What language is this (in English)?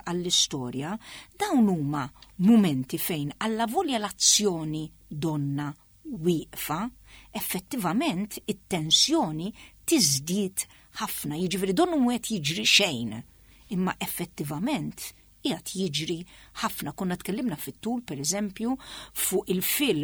Maltese